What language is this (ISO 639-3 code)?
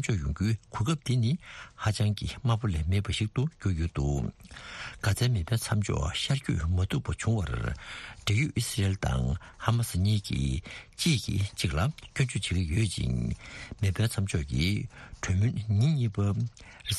bod